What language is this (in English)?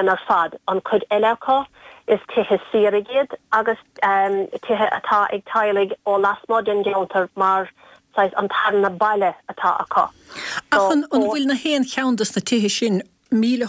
Irish